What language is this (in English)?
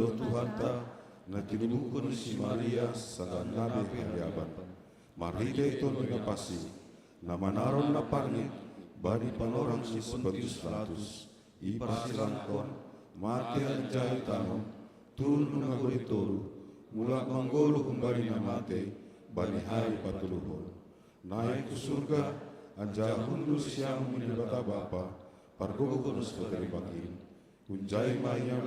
Batak Simalungun